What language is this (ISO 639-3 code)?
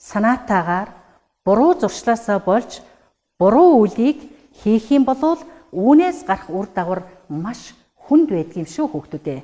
mon